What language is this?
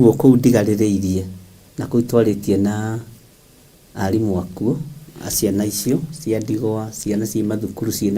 Kikuyu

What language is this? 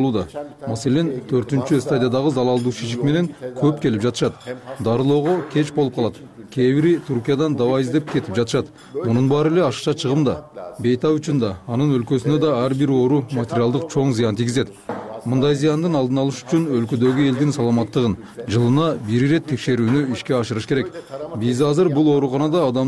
Kyrgyz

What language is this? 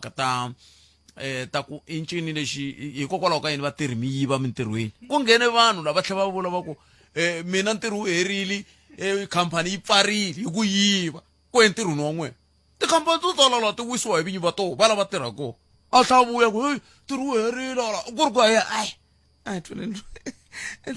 Tsonga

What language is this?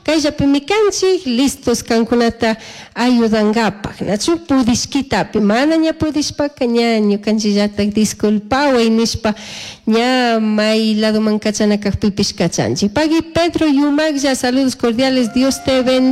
Chimborazo Highland Quichua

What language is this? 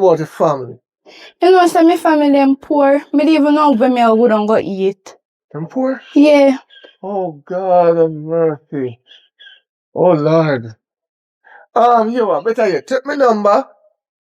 Jamaican Creole English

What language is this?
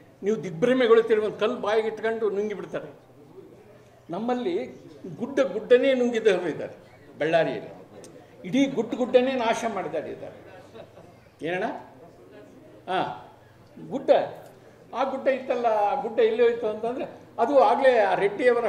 Kannada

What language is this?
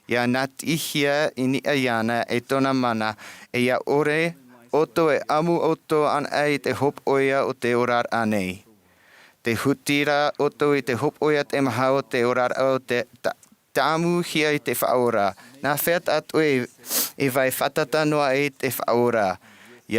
Tahitian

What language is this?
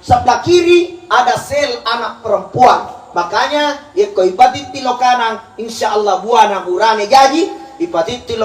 Buginese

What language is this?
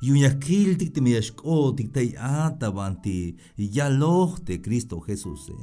Tzeltal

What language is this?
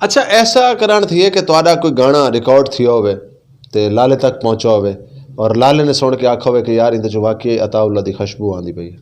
Saraiki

